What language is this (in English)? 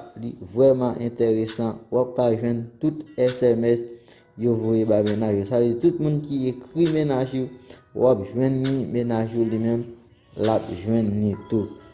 Haitian Creole